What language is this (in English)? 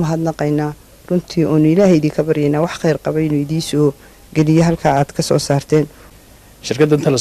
Somali